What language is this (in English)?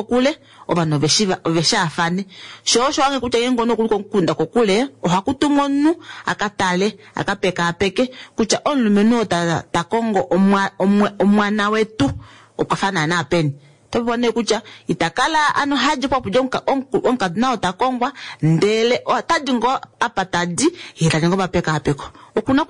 Kuanyama